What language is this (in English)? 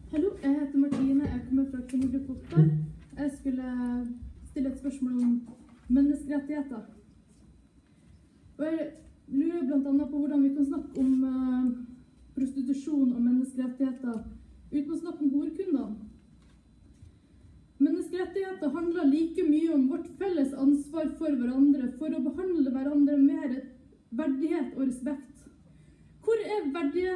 Norwegian